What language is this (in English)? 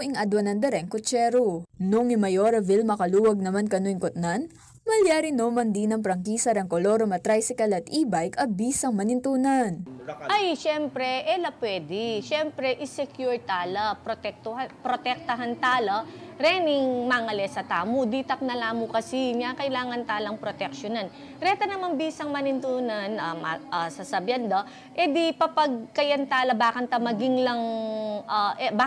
Pampanga